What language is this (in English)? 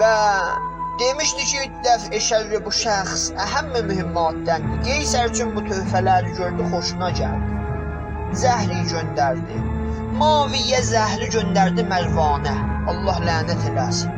South Azerbaijani